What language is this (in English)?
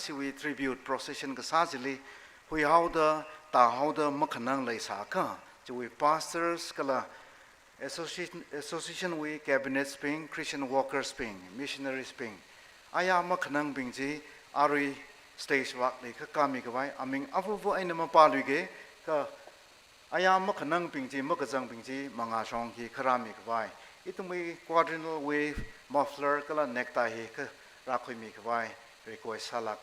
Tangkhul Naga (India)